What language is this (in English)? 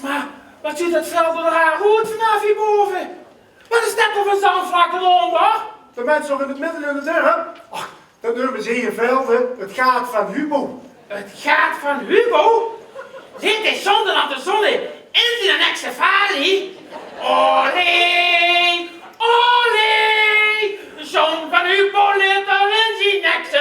Limburgish